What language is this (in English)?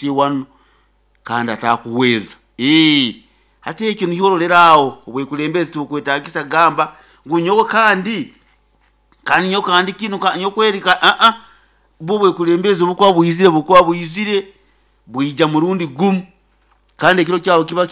Nyoro